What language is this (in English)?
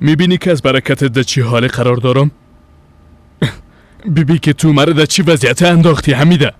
Persian